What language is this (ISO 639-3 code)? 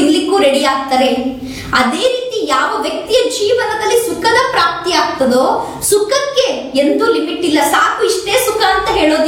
kan